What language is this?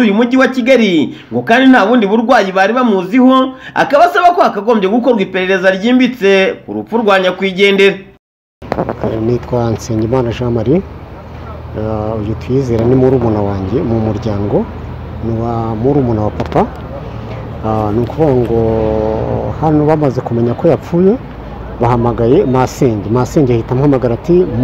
Kinyarwanda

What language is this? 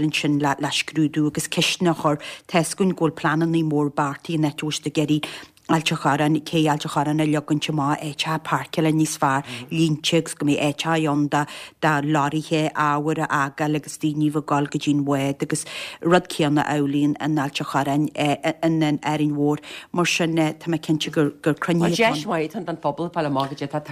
Irish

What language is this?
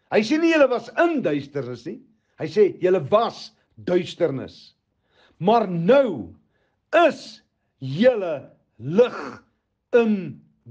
Afrikaans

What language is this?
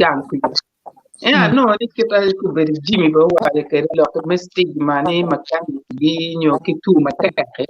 Acoli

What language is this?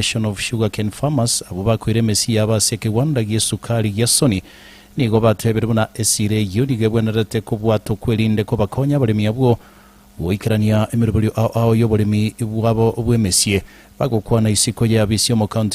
Gusii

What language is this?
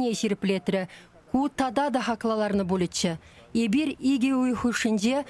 Chuvash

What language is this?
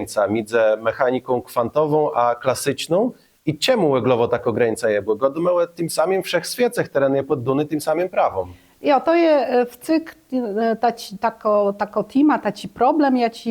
Kashubian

